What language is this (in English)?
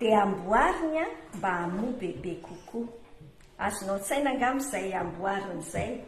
Malagasy